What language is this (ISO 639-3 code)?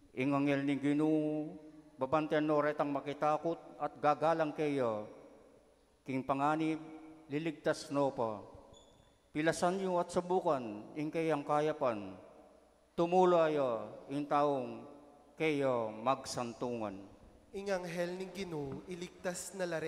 pam